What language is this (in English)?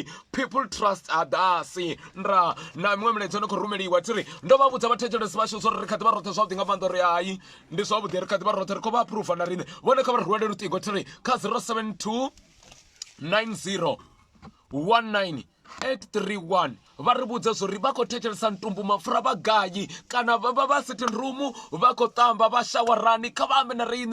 Venda